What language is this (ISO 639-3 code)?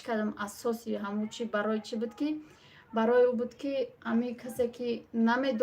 tgk